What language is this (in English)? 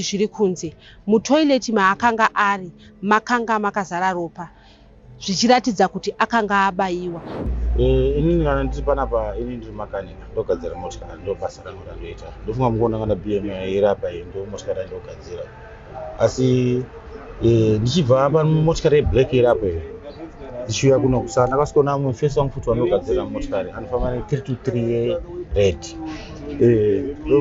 Shona